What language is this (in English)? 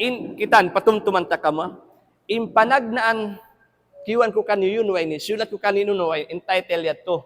Tausug